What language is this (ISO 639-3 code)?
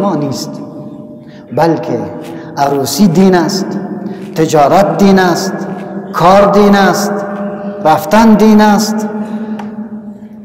fas